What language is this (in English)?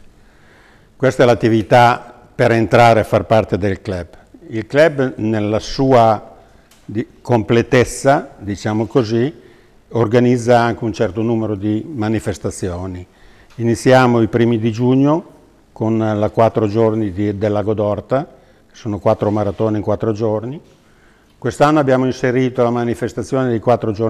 Italian